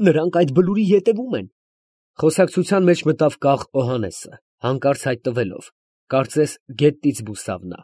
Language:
Armenian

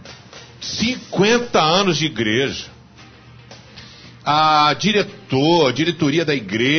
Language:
Portuguese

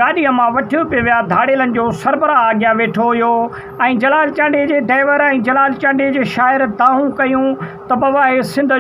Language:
Sindhi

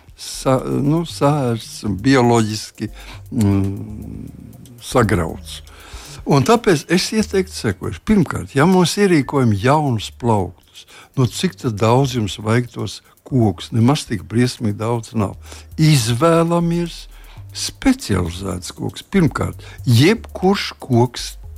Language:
Latvian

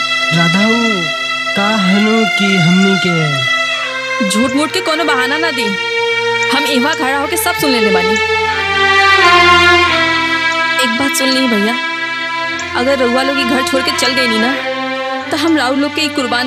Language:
Bhojpuri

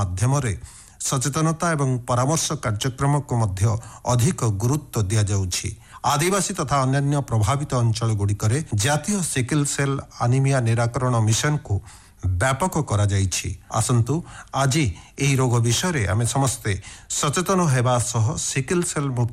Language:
Odia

